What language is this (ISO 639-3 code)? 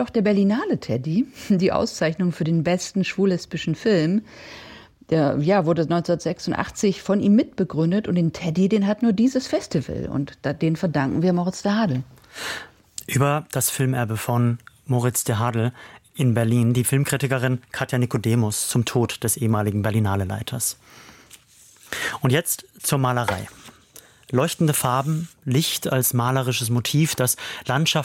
deu